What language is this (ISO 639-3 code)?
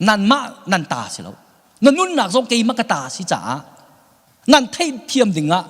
cnh